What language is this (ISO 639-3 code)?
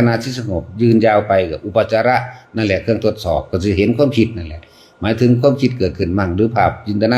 tts